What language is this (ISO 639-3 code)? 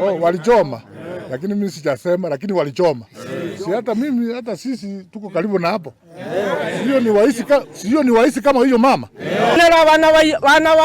guz